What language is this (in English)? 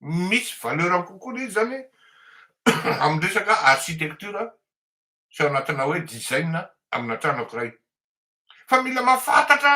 Malagasy